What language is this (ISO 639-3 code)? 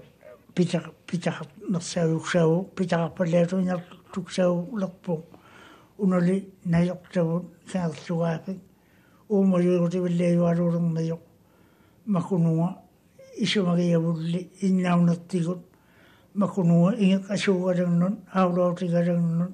mri